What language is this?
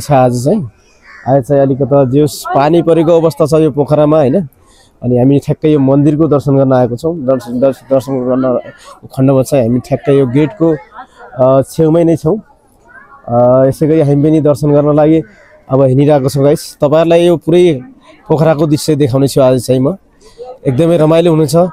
Nepali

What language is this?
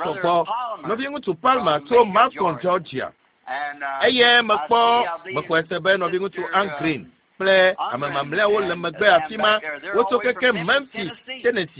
Ewe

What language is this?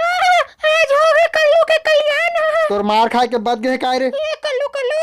Chhattisgarhi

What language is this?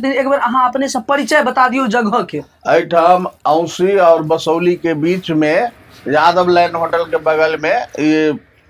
Maithili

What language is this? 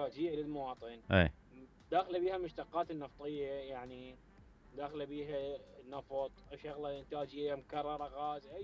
Mesopotamian Arabic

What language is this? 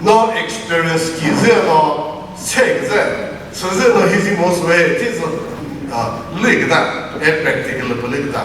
Chokri Naga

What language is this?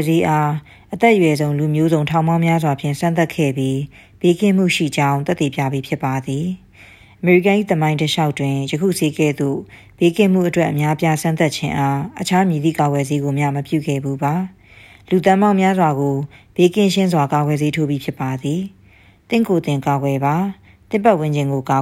Burmese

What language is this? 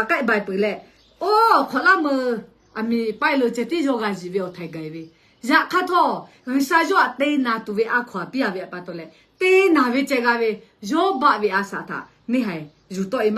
Lahu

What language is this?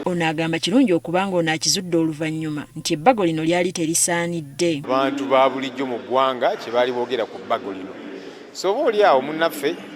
Ganda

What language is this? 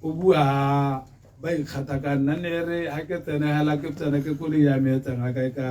Tswana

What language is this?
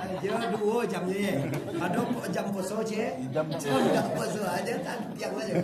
Minangkabau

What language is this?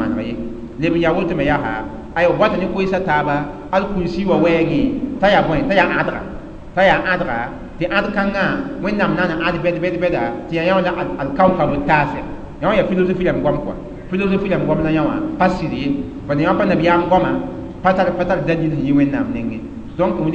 Mossi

